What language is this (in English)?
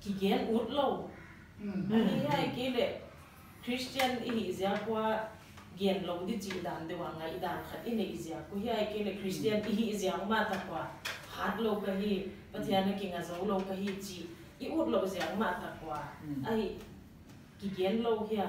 Paite Chin